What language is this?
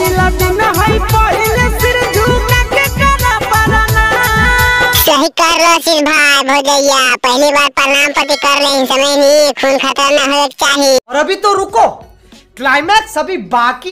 Magahi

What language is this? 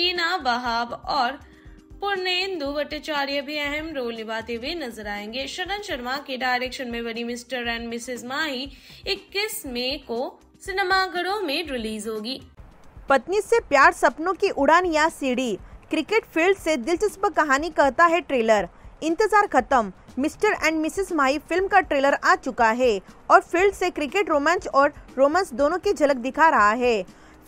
Hindi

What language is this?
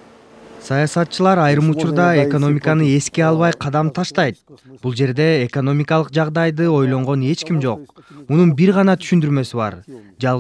Kyrgyz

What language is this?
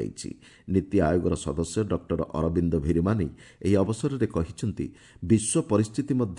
Odia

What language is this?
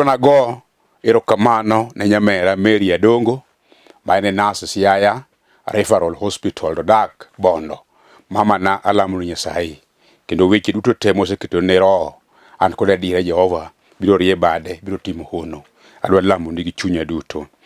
Luo (Kenya and Tanzania)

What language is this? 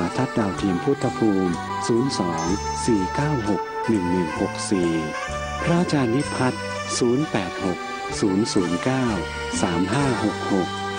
Thai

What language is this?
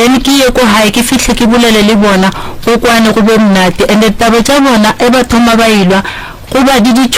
Northern Sotho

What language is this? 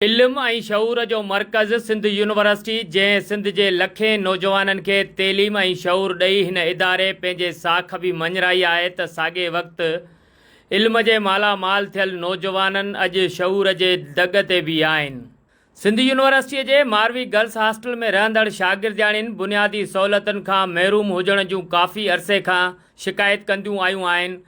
Sindhi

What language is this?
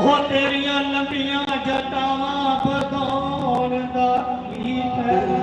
Dogri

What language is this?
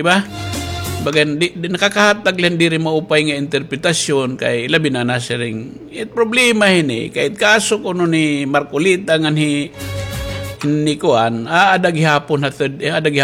Waray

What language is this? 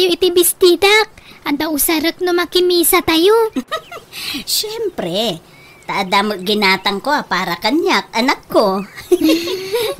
Iloko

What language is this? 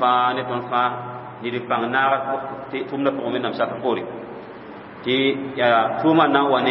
Mossi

